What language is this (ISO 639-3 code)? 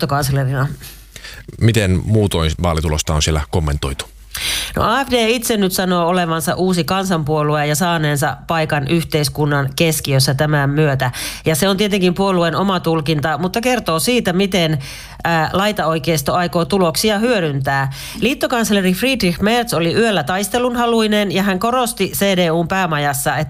fin